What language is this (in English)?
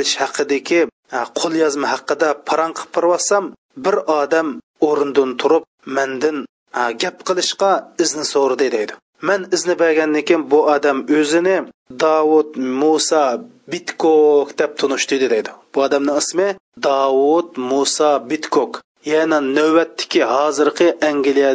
Uyghur